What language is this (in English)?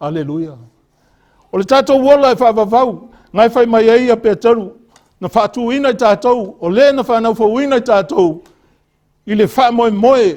Samoan